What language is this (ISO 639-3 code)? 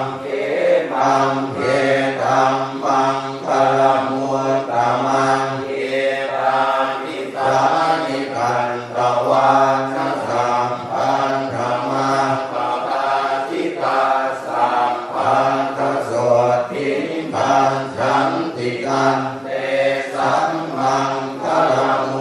pli